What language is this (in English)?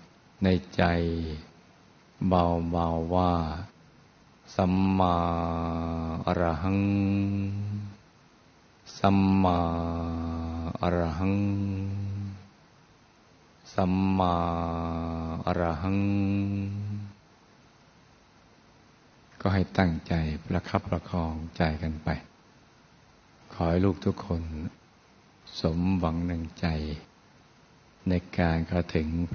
Thai